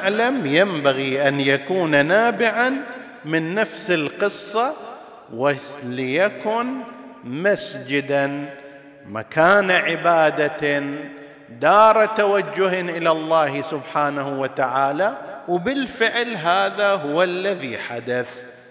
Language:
Arabic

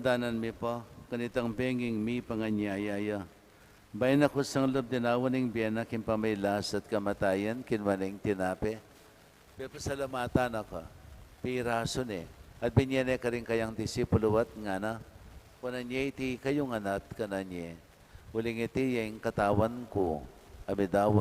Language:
Pampanga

